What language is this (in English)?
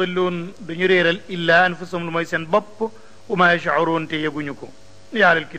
Wolof